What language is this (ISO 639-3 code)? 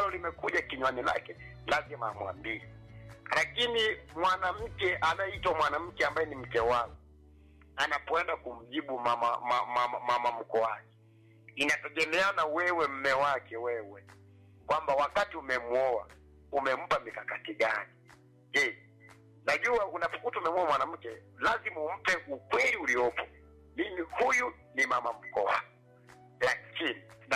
swa